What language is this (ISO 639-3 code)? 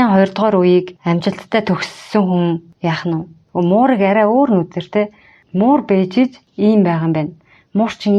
mon